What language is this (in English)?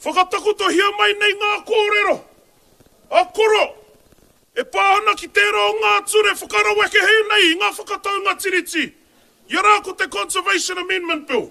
Māori